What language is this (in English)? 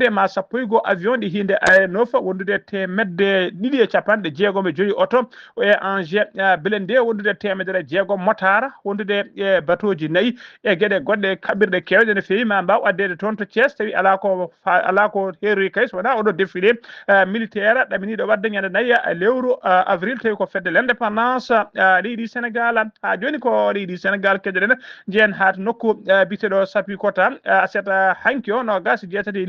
Fula